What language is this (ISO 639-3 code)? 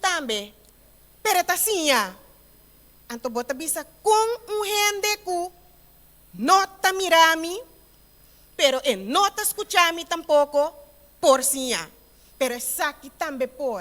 pap